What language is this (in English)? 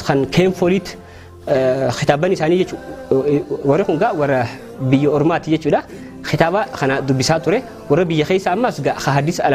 Oromo